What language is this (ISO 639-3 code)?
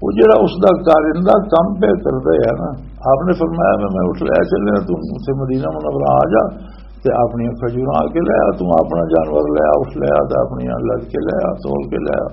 lah